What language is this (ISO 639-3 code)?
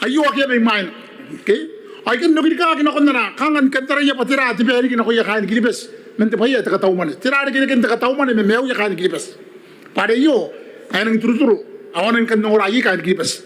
gil